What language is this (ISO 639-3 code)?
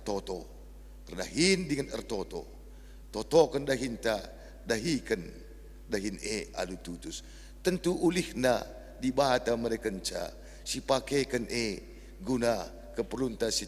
btx